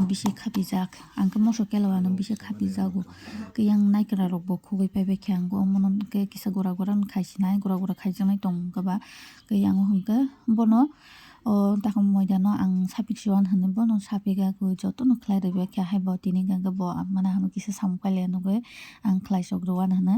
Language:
Kok Borok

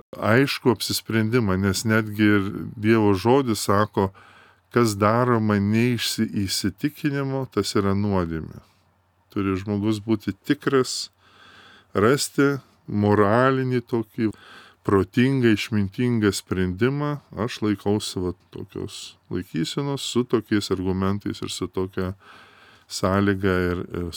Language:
Lithuanian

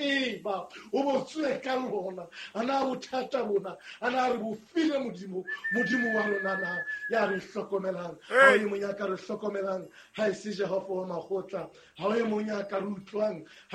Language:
Southern Sotho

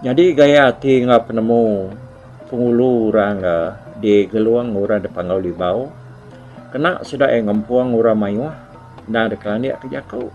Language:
Iban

